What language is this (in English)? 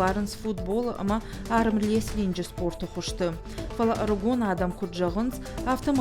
Ossetic